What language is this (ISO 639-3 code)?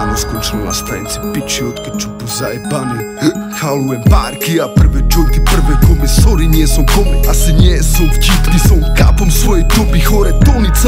slk